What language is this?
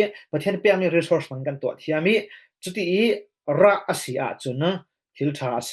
Falam Chin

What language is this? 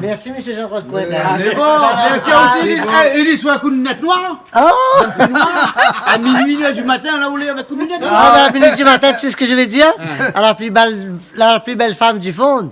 Réunion Creole French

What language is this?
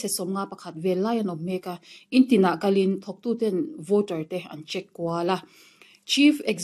Mizo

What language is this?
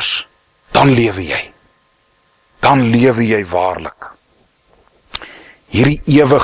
Afrikaans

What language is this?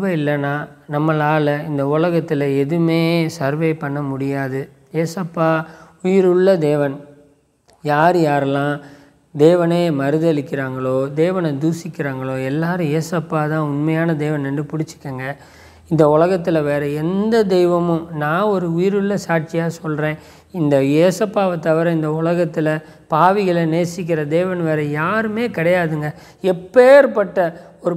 Tamil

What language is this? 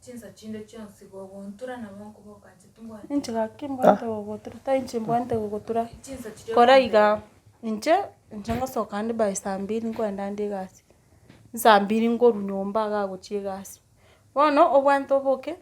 Gusii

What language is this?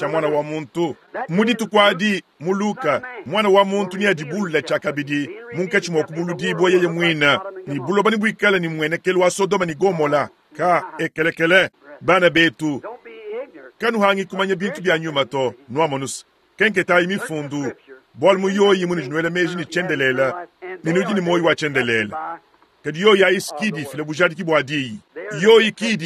Luba-Lulua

